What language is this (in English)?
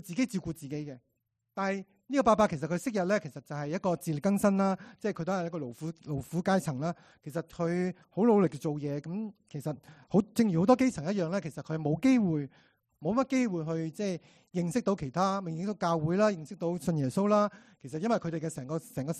Cantonese